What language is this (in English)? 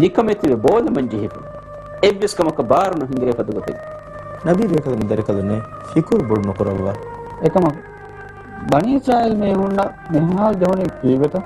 Divehi